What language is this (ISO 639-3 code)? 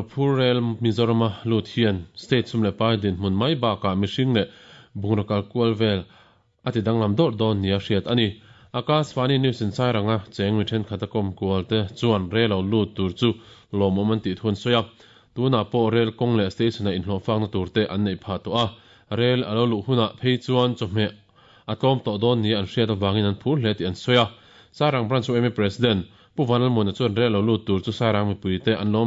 lus